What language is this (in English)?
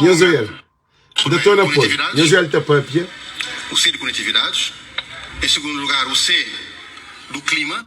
Kabuverdianu